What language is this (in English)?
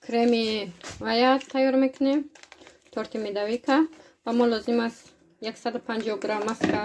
Tajik